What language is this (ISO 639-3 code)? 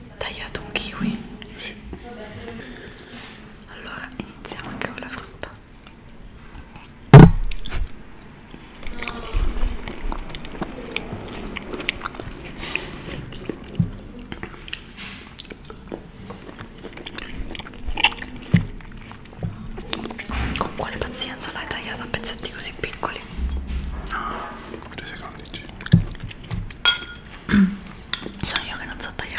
ita